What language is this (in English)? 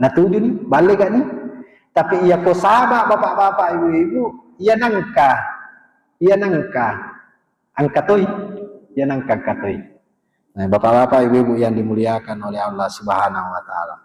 Buginese